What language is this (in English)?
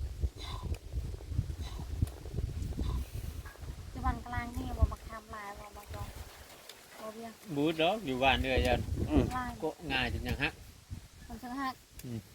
Lao